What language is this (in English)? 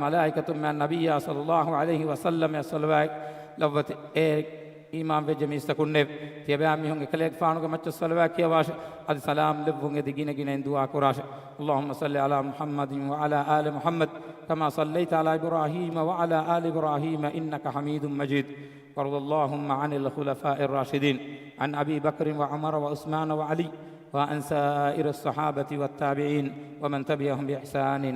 Divehi